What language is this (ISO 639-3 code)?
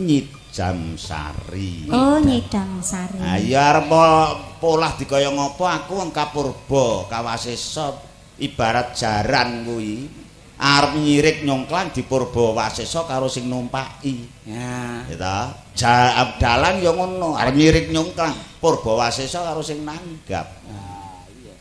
jav